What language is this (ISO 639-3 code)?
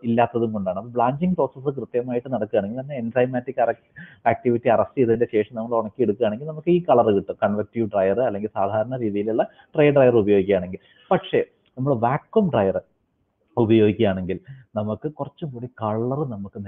mal